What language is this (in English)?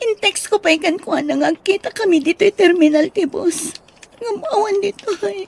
Iloko